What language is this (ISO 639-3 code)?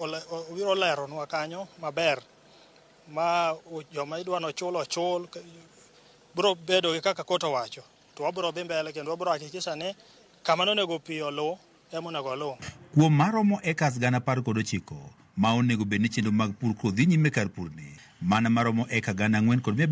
luo